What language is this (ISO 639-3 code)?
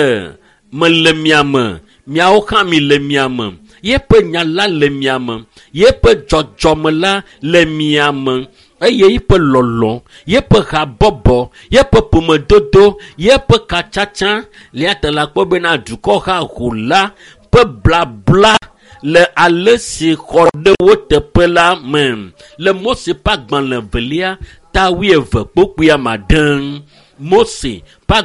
ewe